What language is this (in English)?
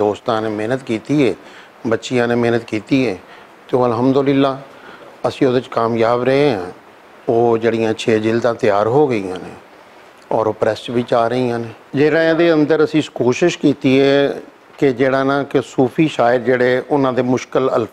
Western Panjabi